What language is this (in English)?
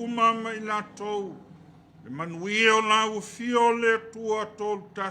Samoan